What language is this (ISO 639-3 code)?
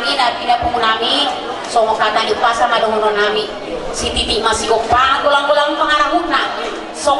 bbc